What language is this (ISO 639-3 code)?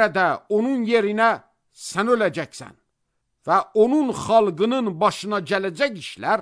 aze